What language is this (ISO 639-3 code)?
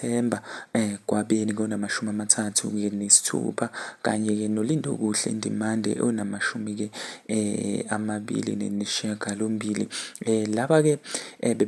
zul